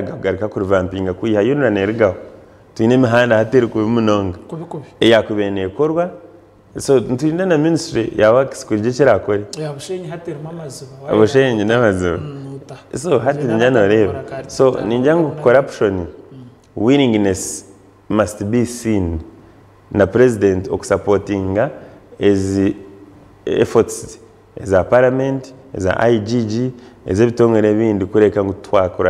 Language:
Nyankole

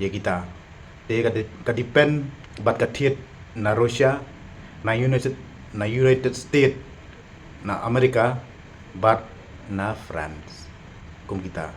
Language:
Khasi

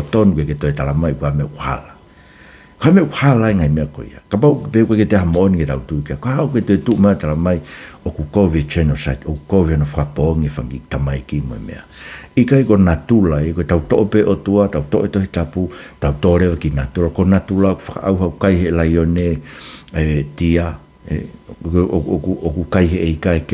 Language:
Tongan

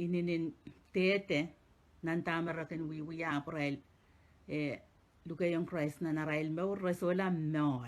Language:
Pohnpeian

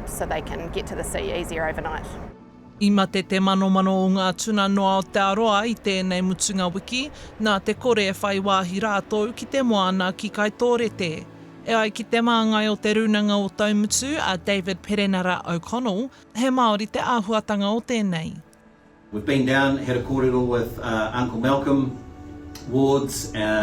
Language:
Māori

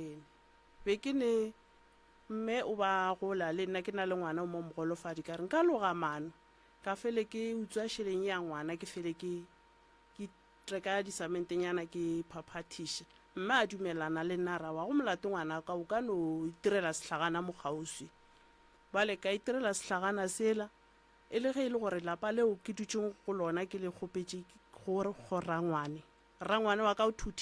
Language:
Northern Sotho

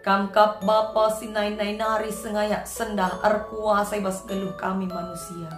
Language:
Batak Karo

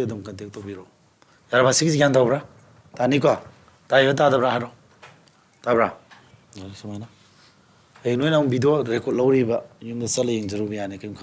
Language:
Manipuri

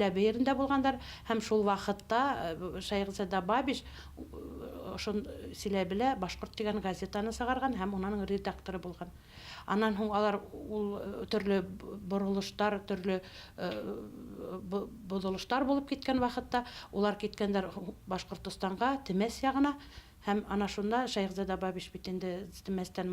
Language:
Bashkir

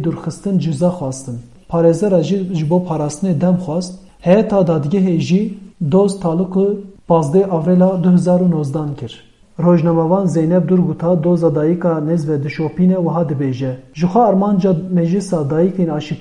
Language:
Kurdish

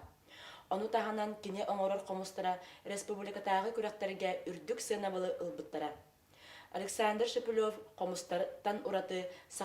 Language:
Yakut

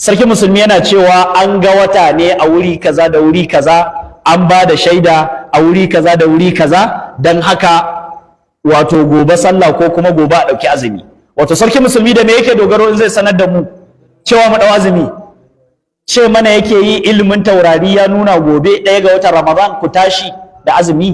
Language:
Hausa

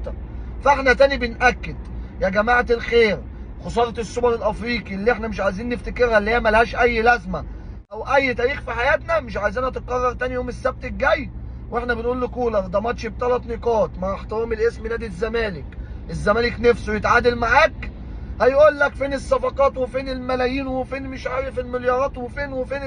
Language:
Egyptian Arabic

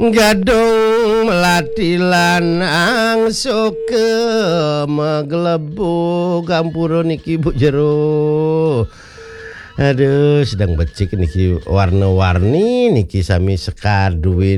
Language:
Balinese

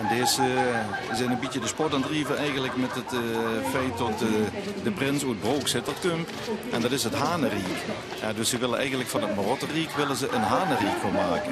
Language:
Limburgish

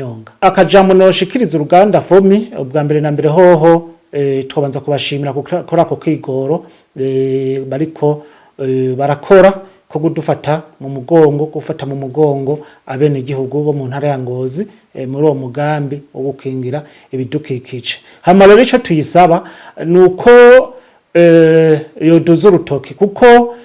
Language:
Rundi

